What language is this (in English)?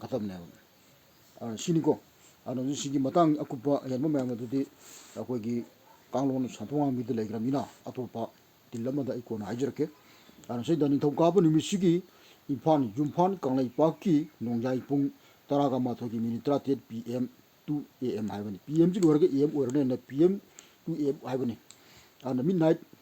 Manipuri